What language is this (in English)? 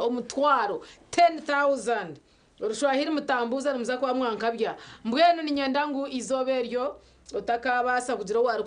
Nyankole